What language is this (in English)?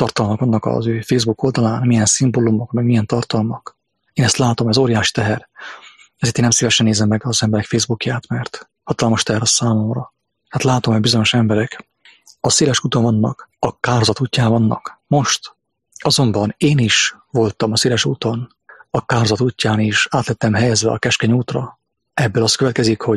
Hungarian